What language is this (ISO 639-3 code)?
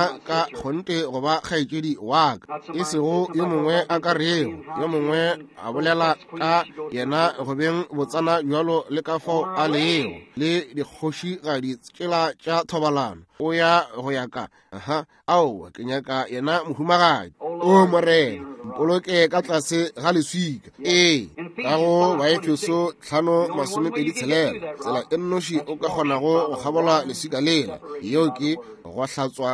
nso